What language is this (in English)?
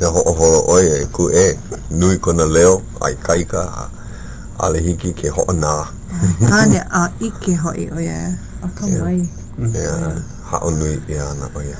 Hawaiian